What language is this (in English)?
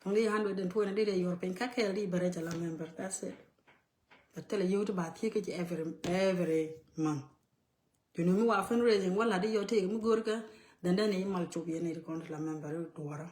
Nuer